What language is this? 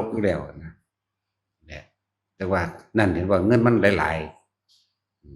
Northeastern Thai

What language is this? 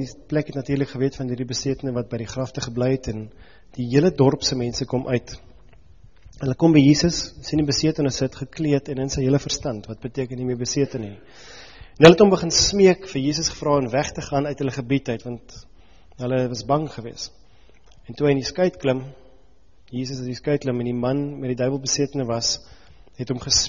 Afrikaans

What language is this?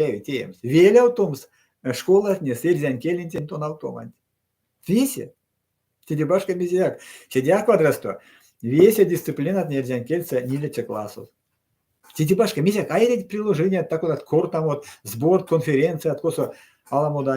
Erzya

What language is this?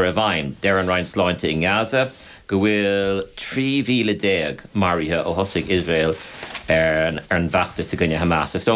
Irish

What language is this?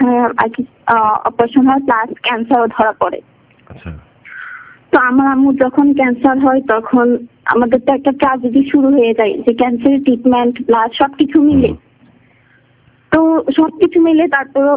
Bangla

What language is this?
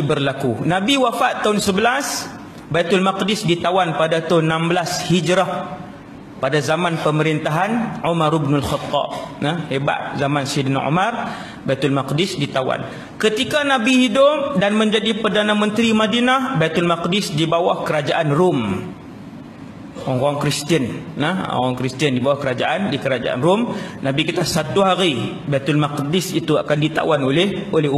Malay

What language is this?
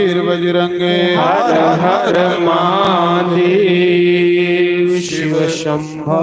Dogri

